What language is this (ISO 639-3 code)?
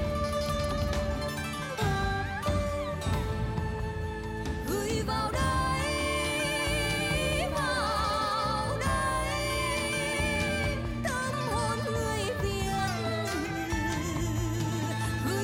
vie